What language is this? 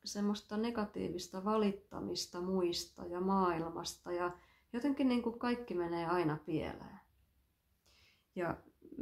Finnish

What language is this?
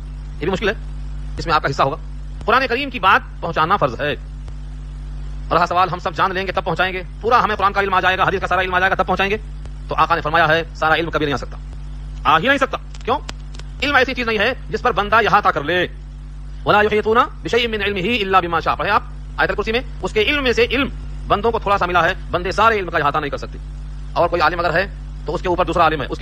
Urdu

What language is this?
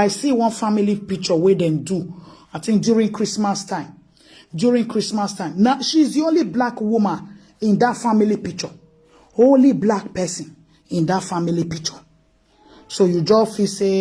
Nigerian Pidgin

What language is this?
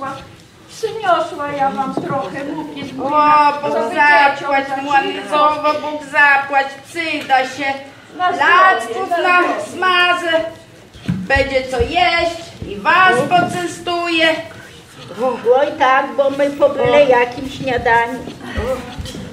Polish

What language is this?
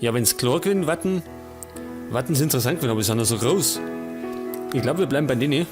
Bavarian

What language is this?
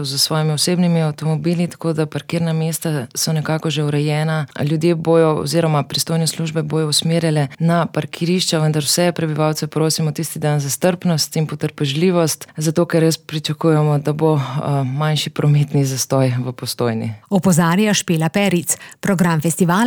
Slovenian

